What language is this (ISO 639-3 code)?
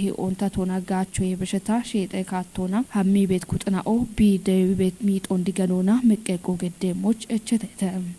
kbr